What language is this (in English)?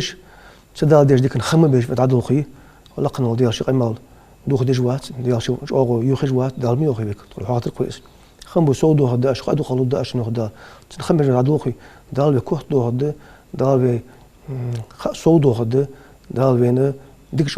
Ingush